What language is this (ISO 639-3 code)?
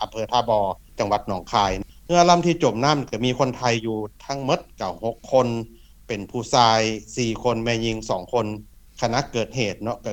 lao